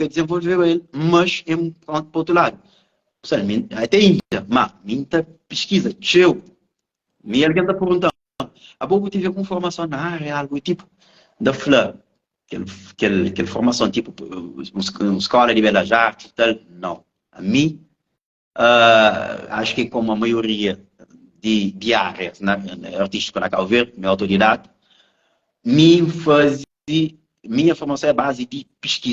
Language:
Kabuverdianu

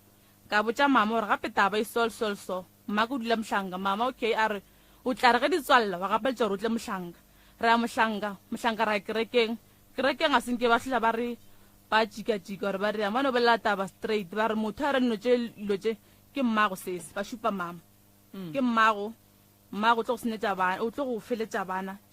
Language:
Northern Sotho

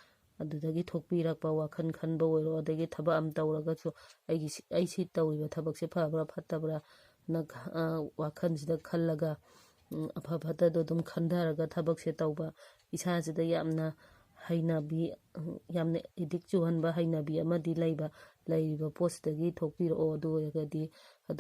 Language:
Manipuri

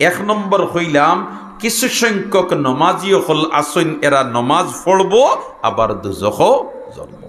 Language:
Sylheti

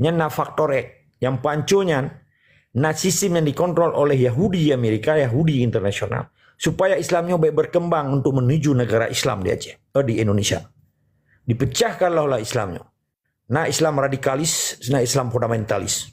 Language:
Achinese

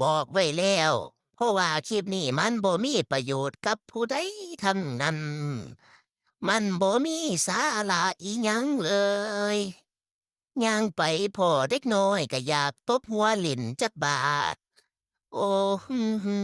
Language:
Lao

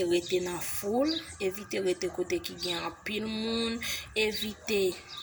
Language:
Haitian Creole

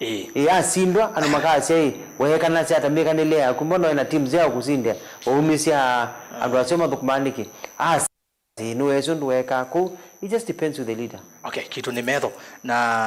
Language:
Kamba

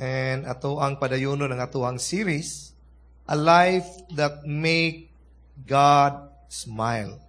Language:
Cebuano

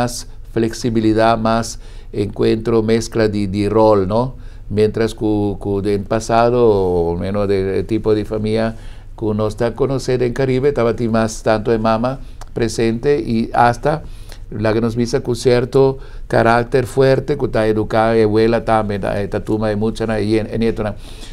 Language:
Papiamento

